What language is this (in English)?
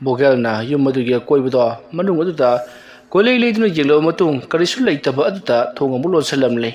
Manipuri